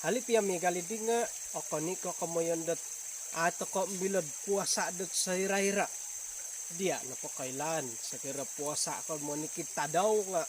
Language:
Central Dusun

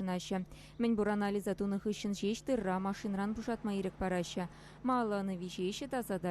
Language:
Chuvash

